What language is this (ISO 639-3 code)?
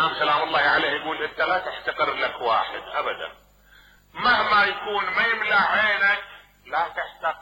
acm